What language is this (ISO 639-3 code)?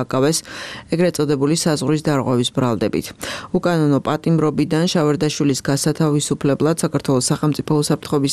kat